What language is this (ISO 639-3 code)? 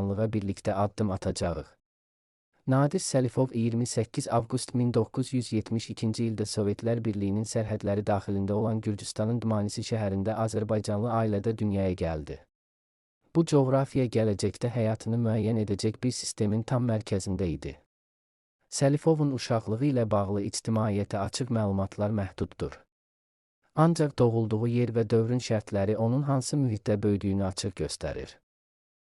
aze